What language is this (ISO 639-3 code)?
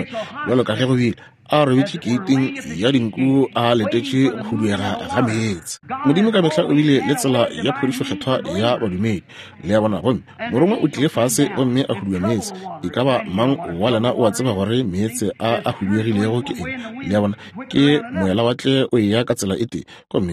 nso